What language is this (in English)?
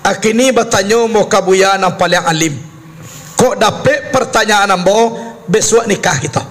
Minangkabau